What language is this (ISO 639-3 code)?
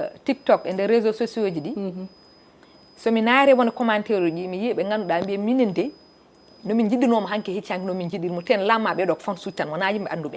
ful